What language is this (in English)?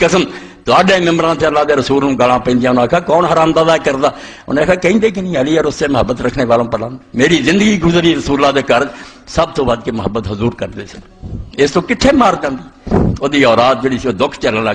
Pahari-Potwari